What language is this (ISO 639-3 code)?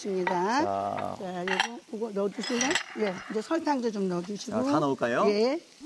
kor